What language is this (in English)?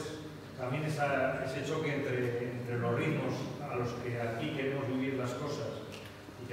Spanish